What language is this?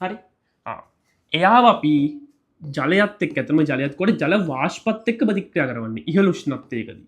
Sinhala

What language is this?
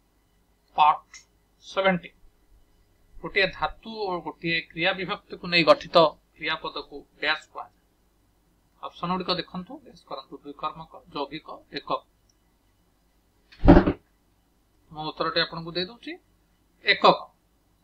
Odia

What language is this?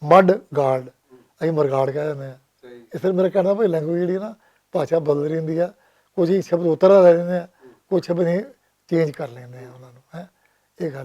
Western Panjabi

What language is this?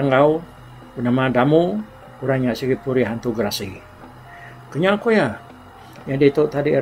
Iban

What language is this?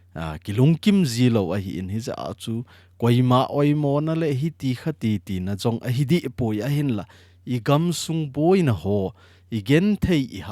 Thado Chin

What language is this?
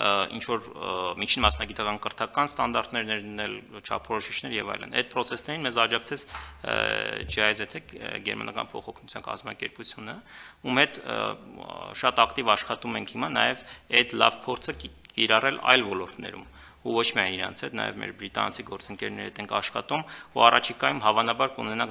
Armenian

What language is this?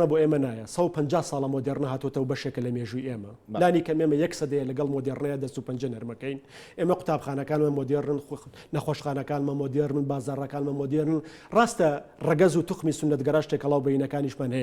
Central Kurdish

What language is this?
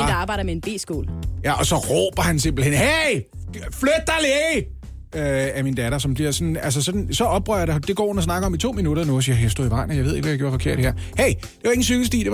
Danish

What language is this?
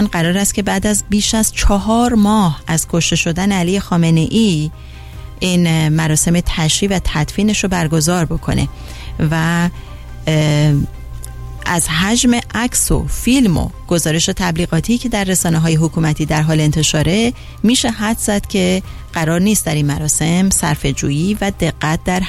Persian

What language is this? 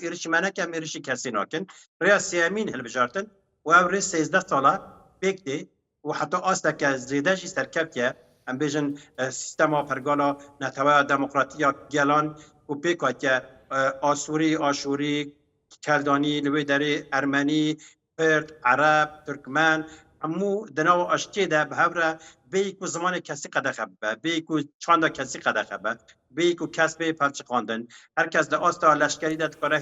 Kurdish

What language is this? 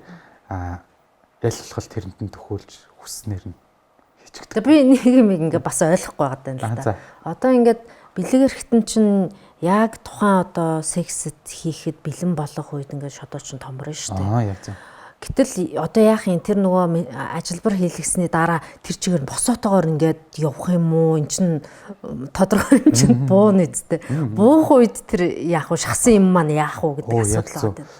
Mongolian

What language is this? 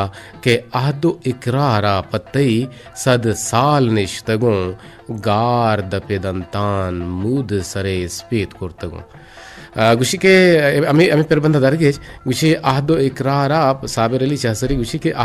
Eastern Balochi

